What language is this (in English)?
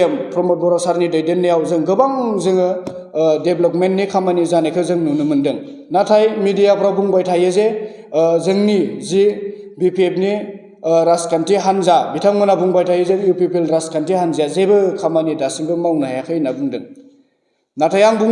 Bodo